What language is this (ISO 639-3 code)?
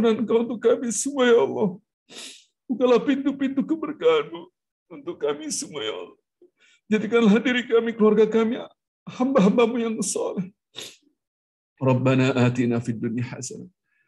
ind